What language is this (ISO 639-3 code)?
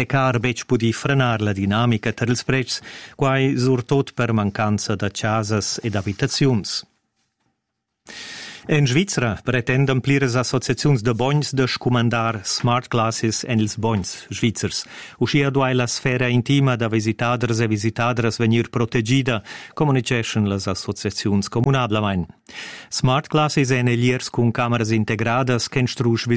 roh